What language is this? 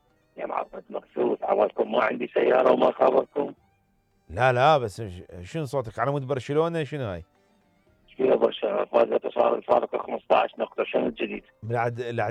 Mesopotamian Arabic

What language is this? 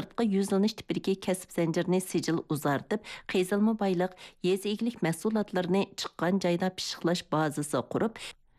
Uyghur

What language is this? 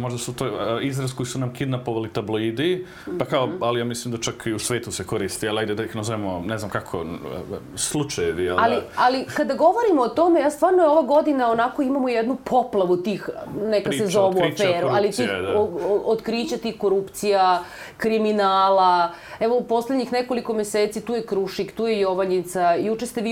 Serbian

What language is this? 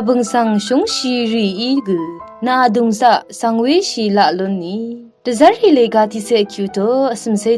Rawang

